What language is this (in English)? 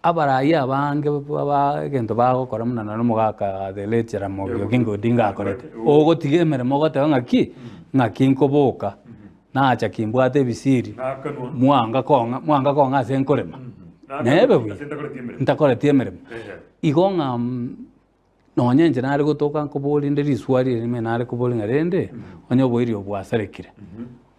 Gusii